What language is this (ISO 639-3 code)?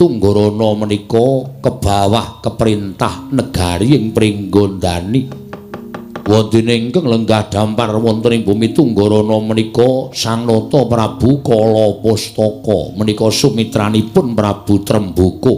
jav